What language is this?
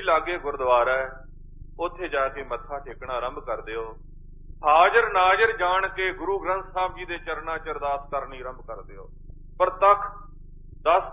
Punjabi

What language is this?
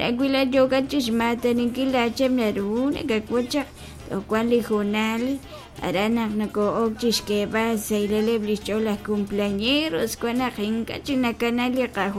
Kekchí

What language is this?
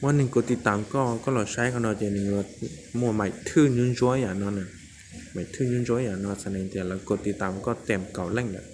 Hmong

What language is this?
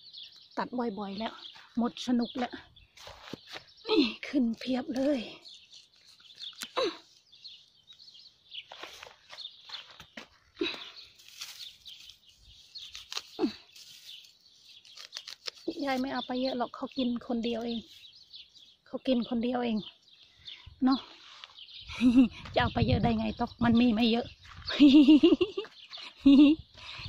Thai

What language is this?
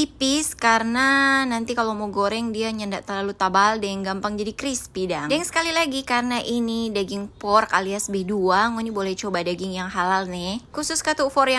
Manado Malay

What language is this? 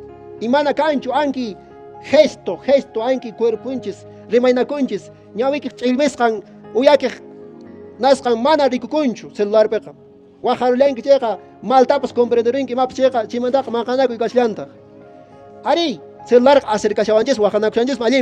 Quechua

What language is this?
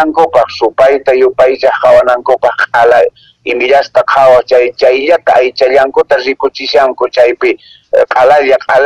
Quechua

